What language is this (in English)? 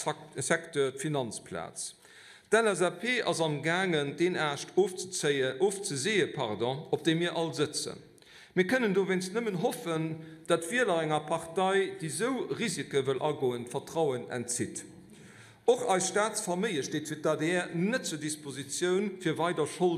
Luxembourgish